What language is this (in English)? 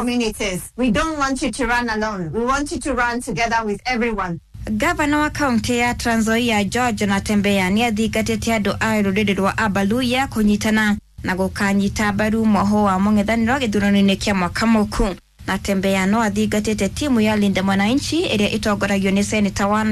Kikuyu